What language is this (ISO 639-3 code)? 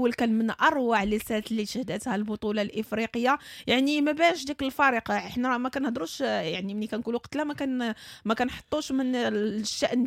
ary